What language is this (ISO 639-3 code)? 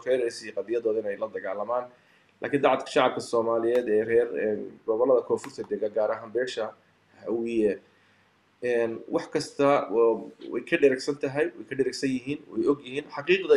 som